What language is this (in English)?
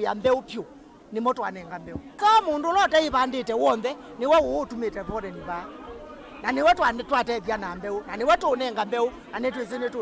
Kamba